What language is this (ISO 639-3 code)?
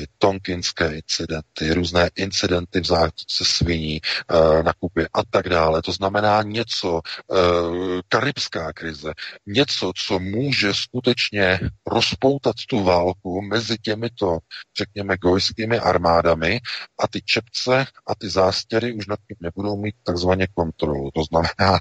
ces